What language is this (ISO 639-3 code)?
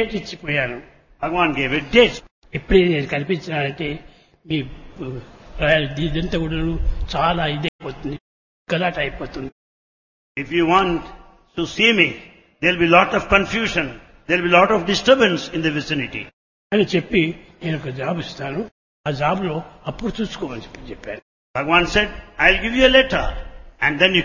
tel